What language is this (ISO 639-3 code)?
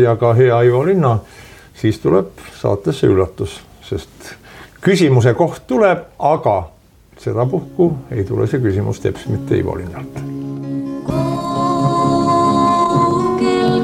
est